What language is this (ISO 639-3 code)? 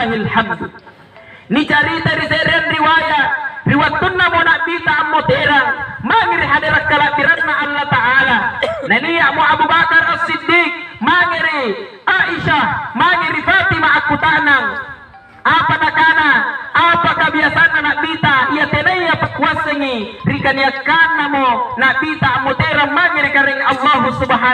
mak